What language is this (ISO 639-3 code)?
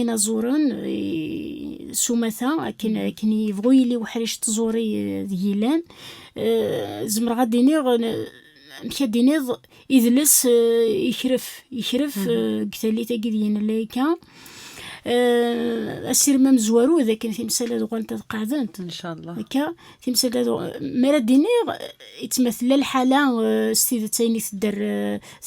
kab